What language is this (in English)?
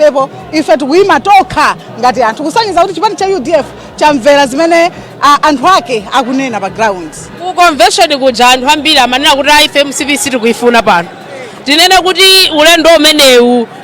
Nyanja